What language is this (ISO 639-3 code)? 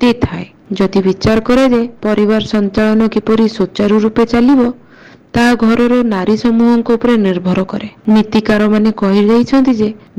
ori